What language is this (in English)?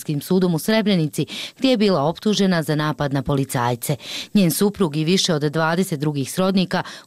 Bosnian